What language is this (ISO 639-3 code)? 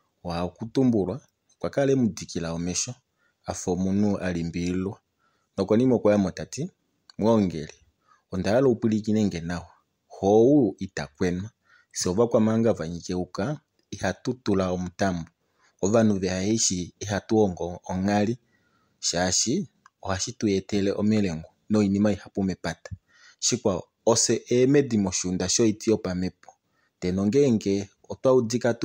kua